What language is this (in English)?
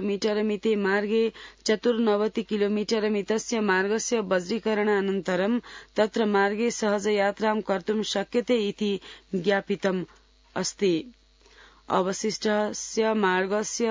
Sanskrit